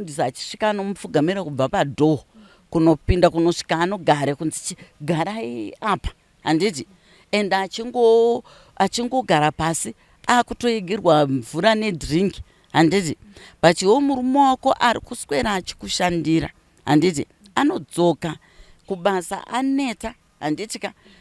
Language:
Shona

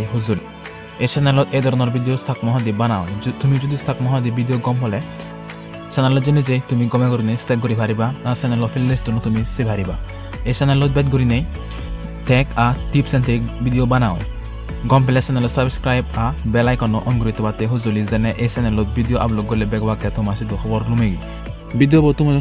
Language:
Chakma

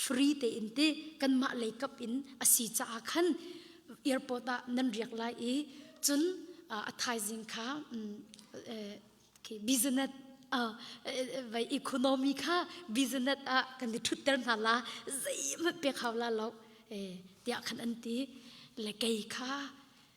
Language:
Hakha Chin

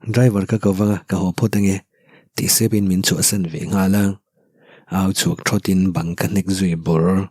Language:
Mizo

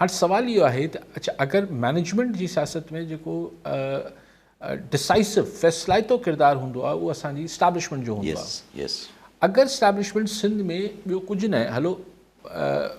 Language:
Sindhi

